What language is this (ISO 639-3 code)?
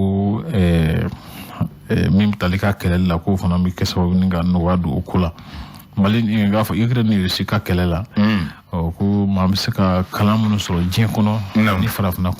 bam